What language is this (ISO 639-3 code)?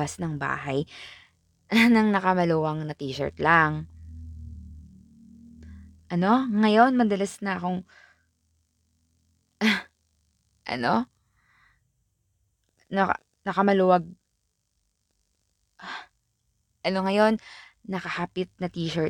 fil